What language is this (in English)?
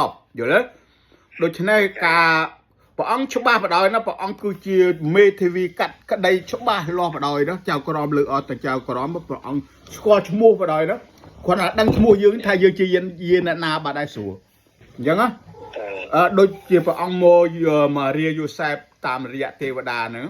Khmer